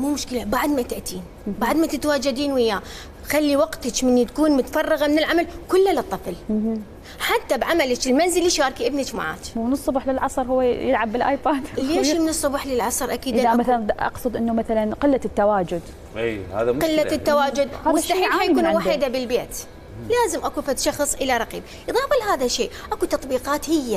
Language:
Mesopotamian Arabic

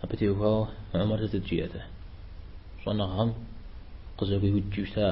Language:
Kabardian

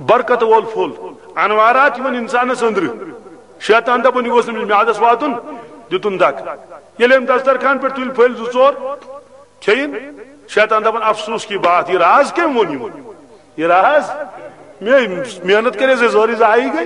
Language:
Kashmiri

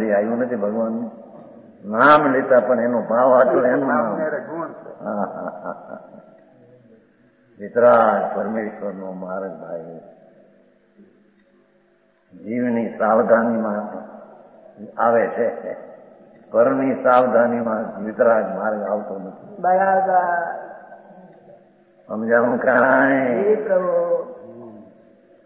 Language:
Gujarati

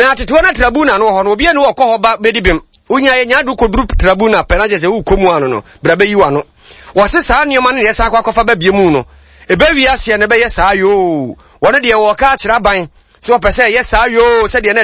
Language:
Akan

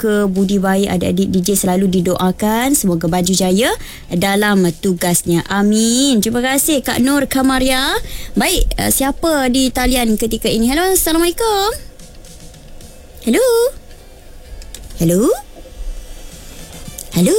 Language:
Malay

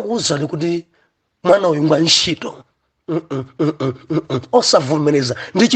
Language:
Nyanja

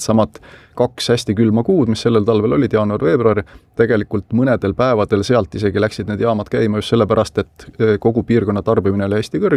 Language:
Estonian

